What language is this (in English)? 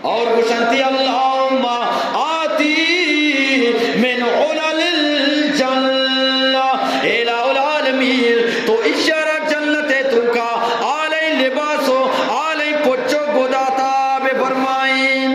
Eastern Balochi